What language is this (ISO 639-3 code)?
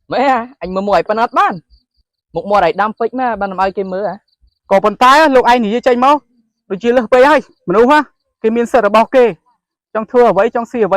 khm